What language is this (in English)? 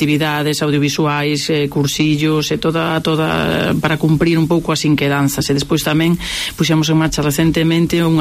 Galician